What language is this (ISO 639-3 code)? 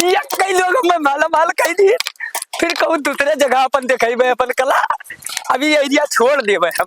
awa